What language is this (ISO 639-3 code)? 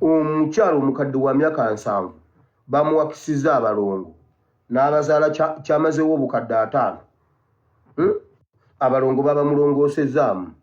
lug